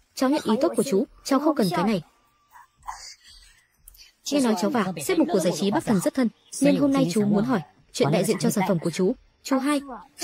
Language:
Vietnamese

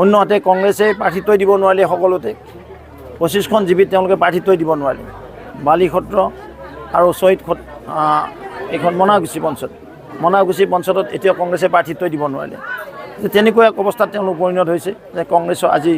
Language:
Assamese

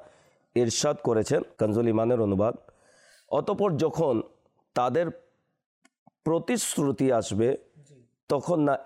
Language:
Bangla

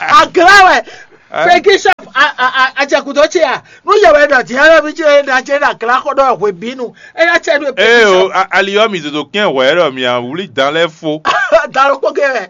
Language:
Fon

